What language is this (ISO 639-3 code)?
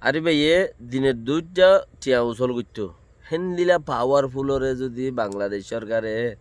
rhg